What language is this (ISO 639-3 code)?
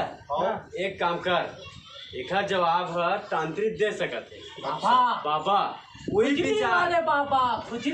hne